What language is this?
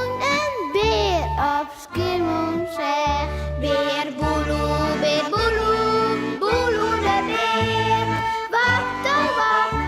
Western Frisian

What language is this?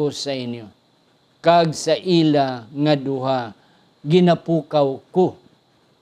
Hiligaynon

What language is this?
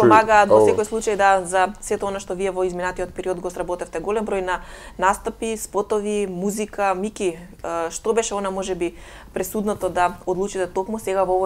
Macedonian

